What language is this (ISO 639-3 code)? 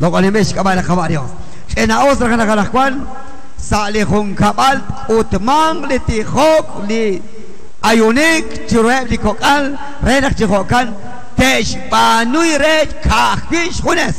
kek